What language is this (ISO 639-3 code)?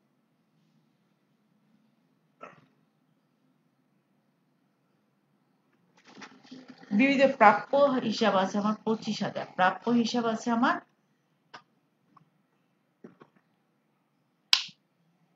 ben